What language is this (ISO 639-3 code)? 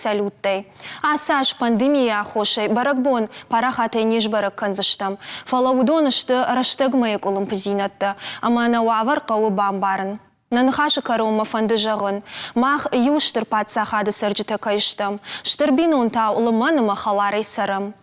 oss